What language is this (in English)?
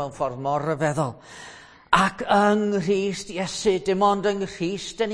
Welsh